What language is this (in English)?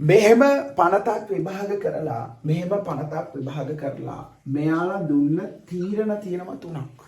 Sinhala